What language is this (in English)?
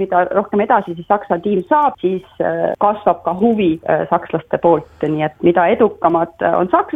Estonian